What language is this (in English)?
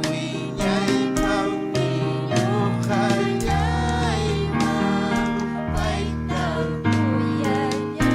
Ayacucho Quechua